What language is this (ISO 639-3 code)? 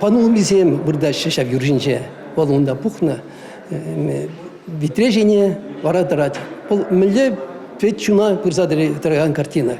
chv